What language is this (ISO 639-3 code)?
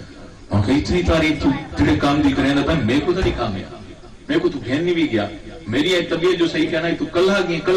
skr